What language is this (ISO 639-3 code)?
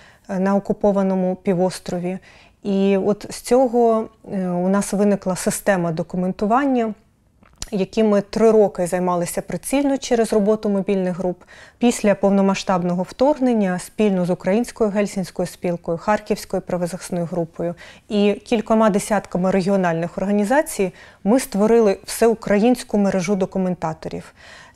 ukr